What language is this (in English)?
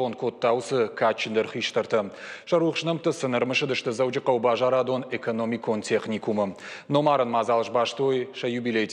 Ossetic